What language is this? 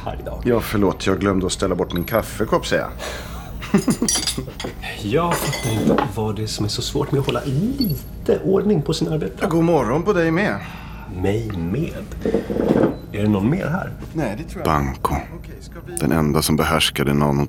Swedish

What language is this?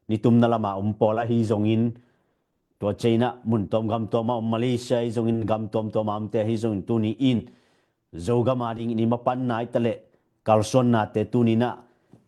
Tedim Chin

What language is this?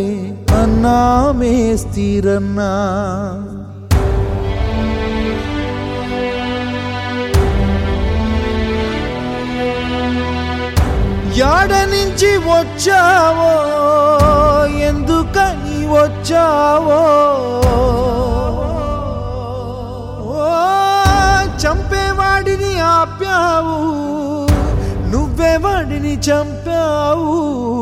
Telugu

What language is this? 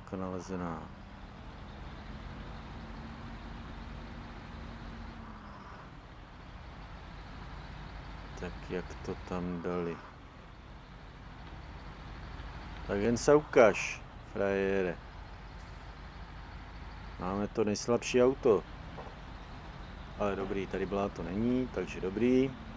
Czech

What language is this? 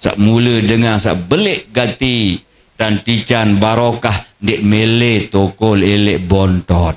Sasak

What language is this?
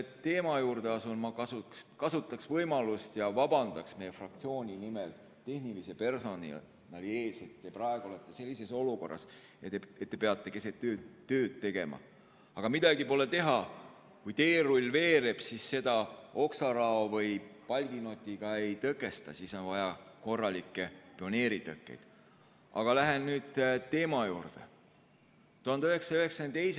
Estonian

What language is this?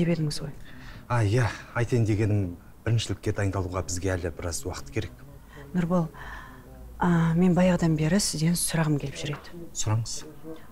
Kazakh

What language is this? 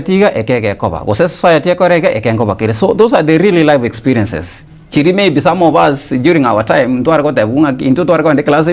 Gusii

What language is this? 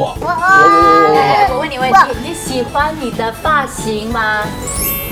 Chinese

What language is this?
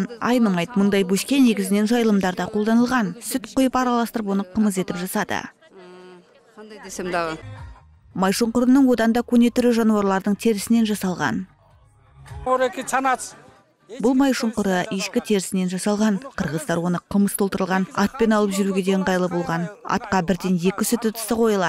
Kazakh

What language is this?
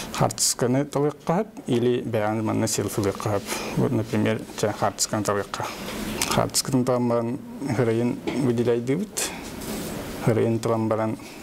Yakut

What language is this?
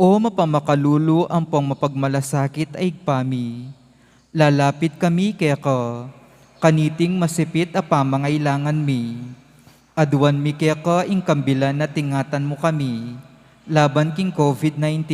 Pampanga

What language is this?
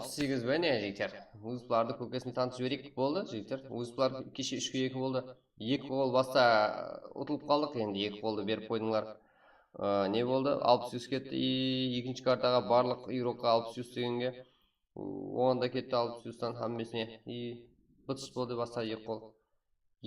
Kara-Kalpak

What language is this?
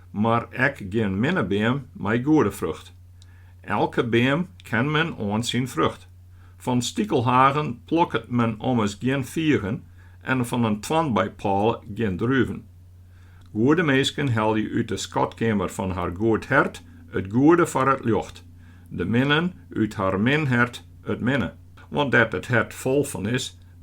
Western Frisian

